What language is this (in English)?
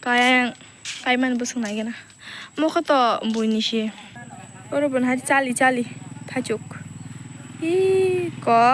Kok Borok